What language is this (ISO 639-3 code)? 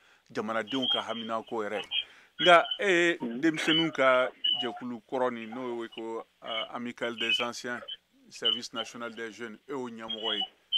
bam